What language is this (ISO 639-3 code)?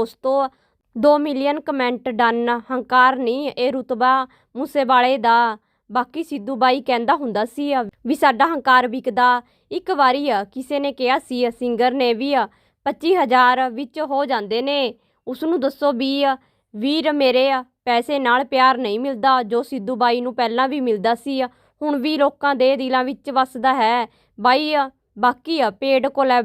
pan